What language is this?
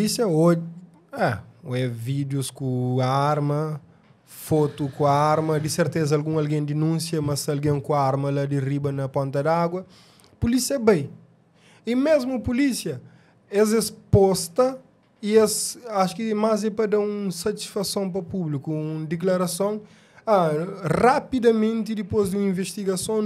Kabuverdianu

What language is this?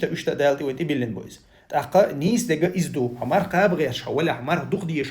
Chechen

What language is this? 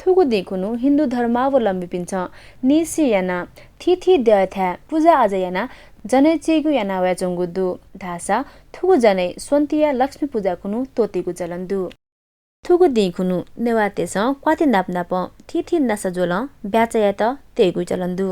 Newari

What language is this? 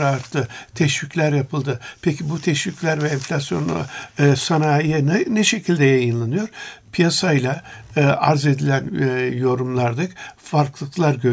Turkish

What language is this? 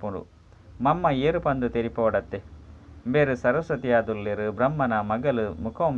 Tulu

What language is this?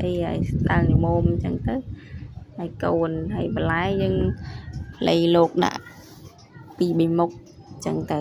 Khmer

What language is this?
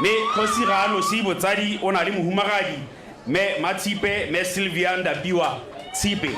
Tswana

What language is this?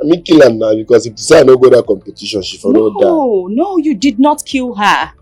Nigerian Pidgin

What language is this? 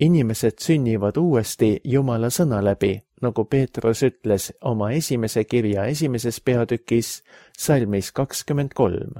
Estonian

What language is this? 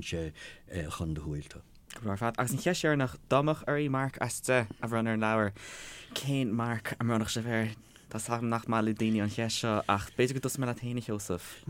Irish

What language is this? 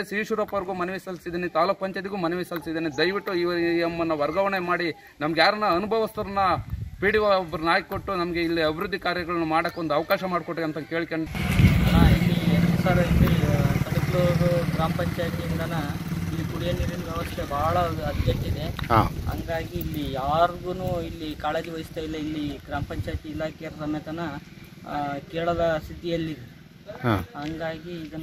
Kannada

